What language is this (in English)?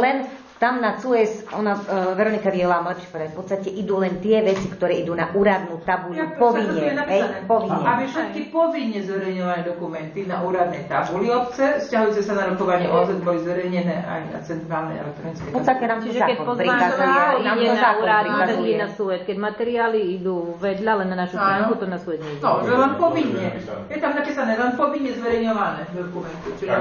Slovak